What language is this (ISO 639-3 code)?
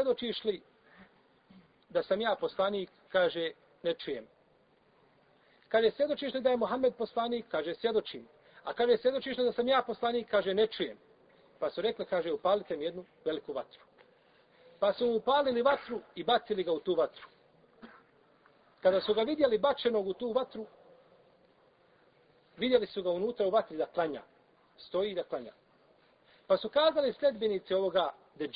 bos